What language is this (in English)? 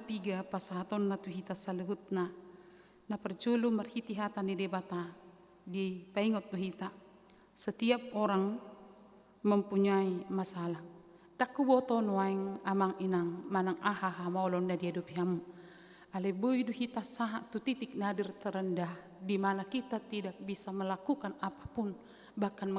Batak Toba